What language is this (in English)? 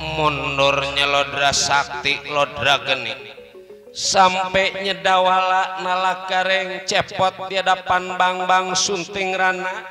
Betawi